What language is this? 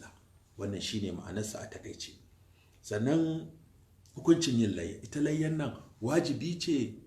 Hausa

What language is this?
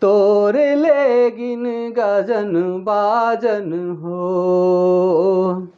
Sadri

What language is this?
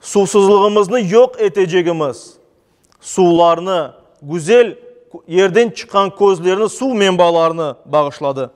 Crimean Tatar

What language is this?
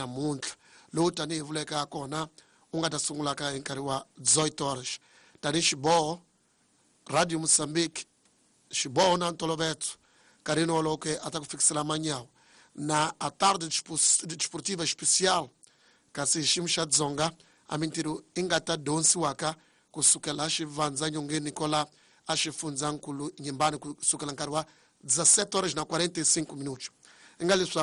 Tsonga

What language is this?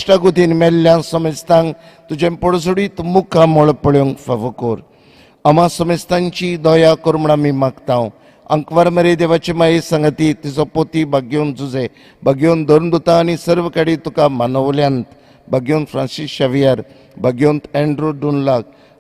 Konkani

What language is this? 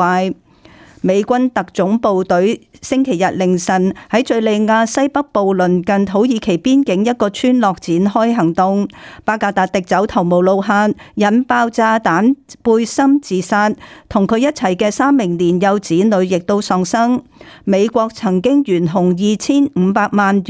Cantonese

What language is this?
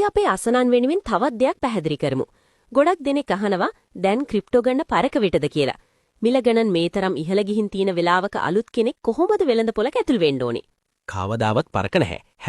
Sinhala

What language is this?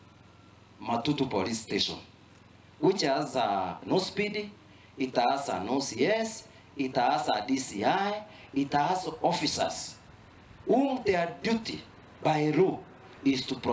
Gusii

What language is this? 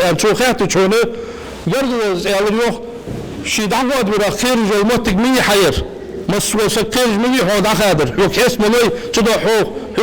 Ingush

